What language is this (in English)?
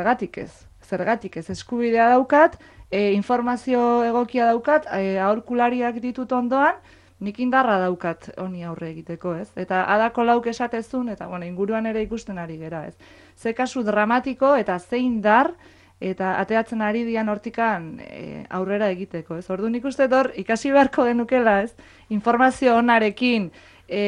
Basque